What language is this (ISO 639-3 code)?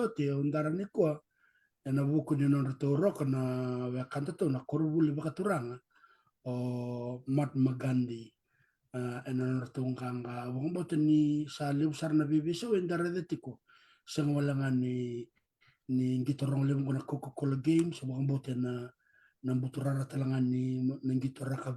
fij